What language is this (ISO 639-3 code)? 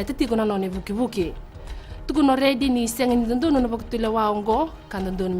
fij